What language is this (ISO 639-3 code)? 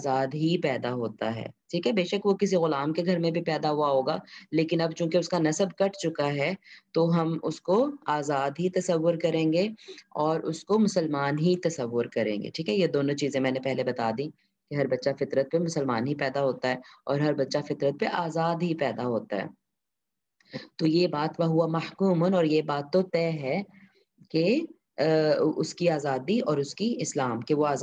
urd